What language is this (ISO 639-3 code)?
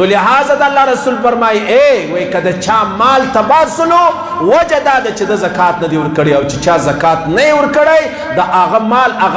pus